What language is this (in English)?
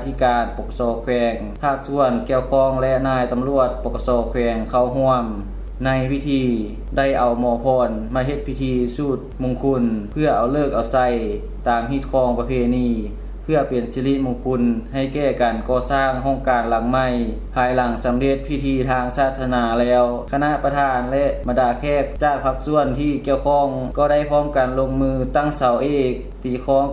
Lao